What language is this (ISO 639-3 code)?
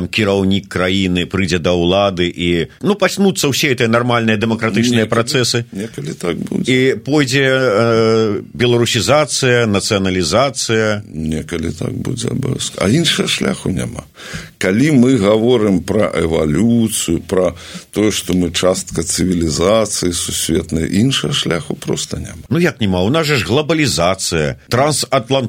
bel